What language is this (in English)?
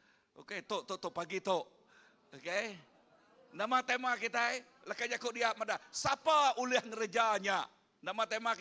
Iban